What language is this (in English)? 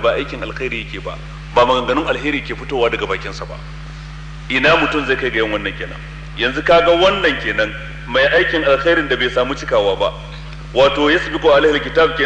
Hausa